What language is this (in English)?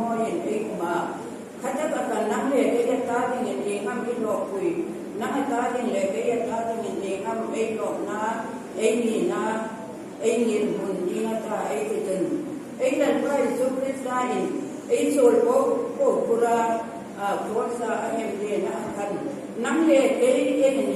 Hmar